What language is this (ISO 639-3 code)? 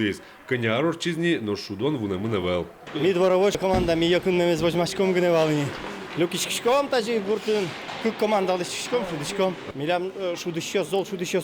udm